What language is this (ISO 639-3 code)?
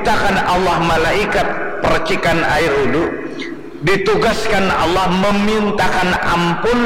bjn